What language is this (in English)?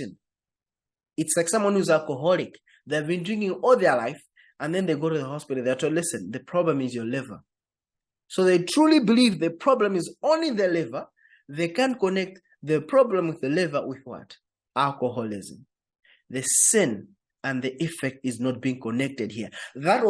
English